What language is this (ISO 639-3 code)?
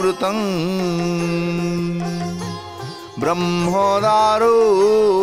ori